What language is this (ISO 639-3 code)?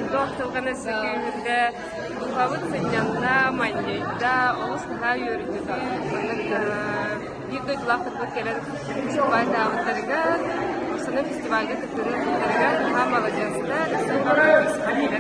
sah